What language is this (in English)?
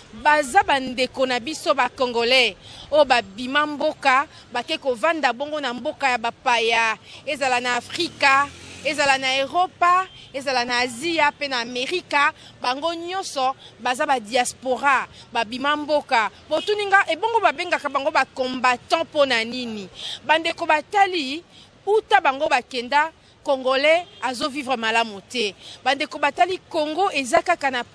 Lingala